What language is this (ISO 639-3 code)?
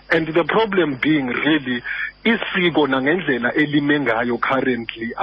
xho